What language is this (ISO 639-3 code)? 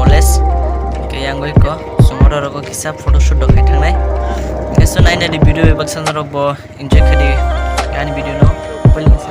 trp